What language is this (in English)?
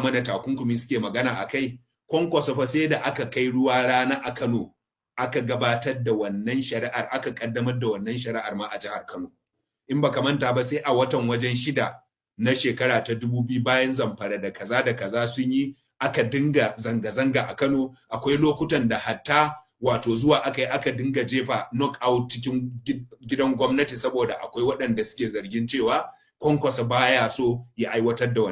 Hausa